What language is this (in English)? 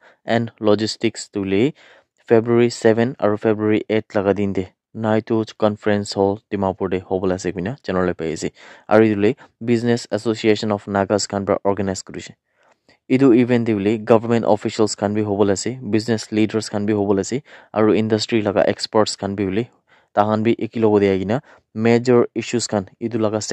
Naga Pidgin